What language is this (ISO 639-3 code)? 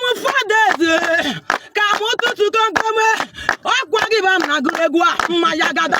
ibo